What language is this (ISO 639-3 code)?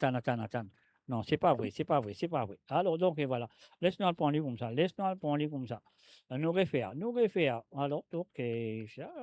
mfe